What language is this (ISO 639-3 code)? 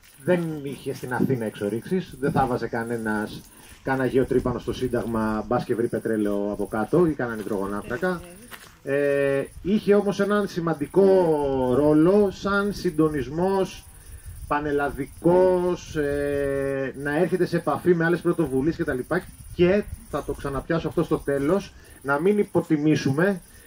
ell